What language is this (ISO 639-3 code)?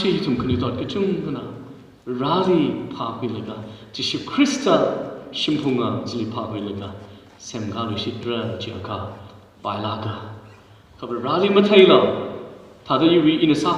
nmf